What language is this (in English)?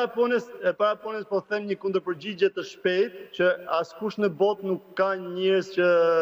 Albanian